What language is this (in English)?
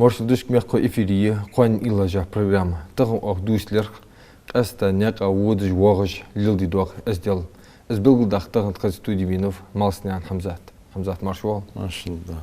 Ingush